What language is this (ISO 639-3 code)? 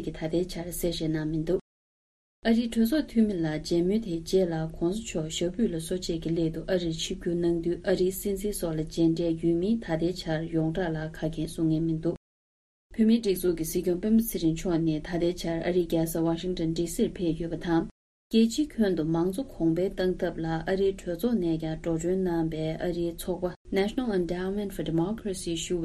bod